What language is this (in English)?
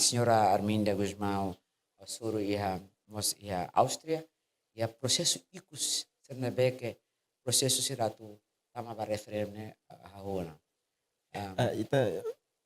Tetum